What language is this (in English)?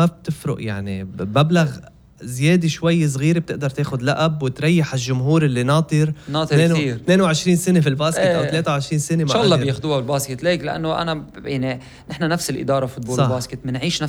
North Levantine Arabic